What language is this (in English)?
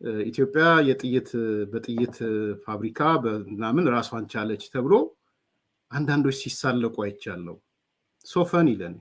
Amharic